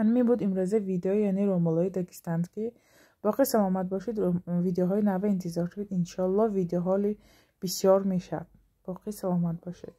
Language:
Tajik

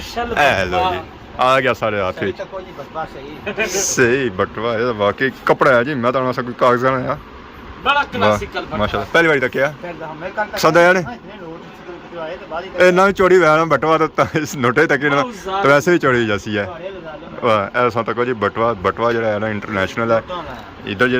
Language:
Pahari-Potwari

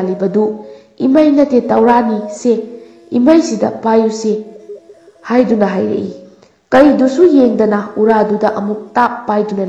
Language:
Manipuri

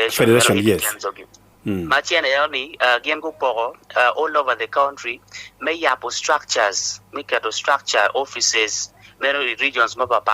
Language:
Acoli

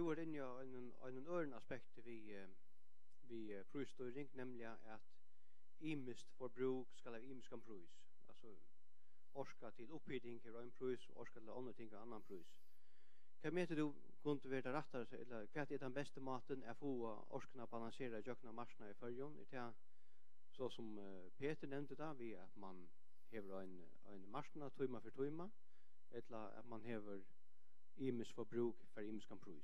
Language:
Faroese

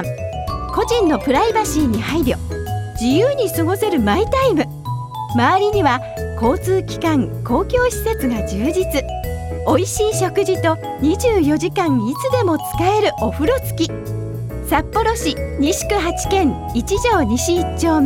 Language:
Japanese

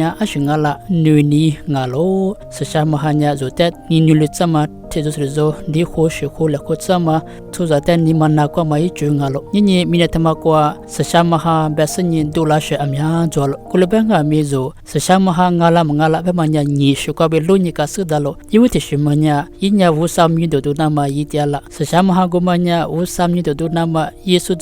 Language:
Lisu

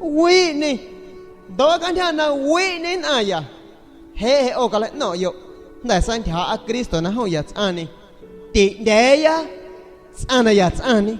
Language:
San Pedro Amuzgos Amuzgo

